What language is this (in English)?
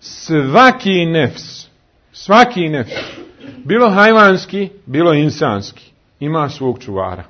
Bosnian